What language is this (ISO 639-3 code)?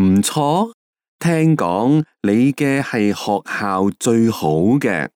yue